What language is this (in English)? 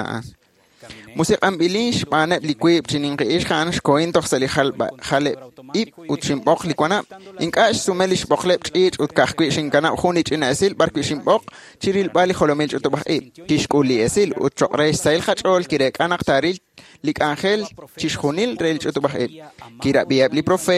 Kekchí